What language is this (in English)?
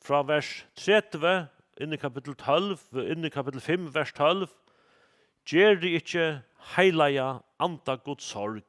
Faroese